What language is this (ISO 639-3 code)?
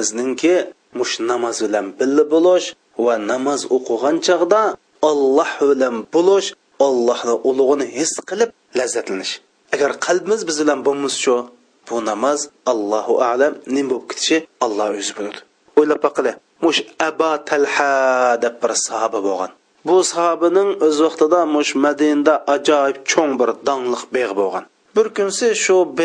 uig